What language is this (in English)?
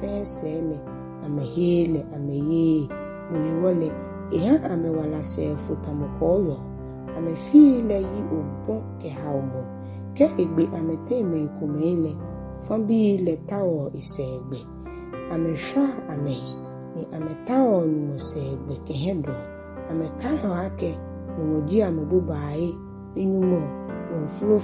Ga